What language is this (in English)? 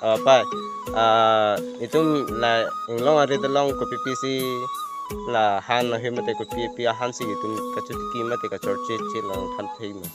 Karbi